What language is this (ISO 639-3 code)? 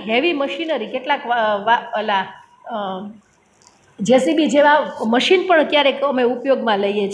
guj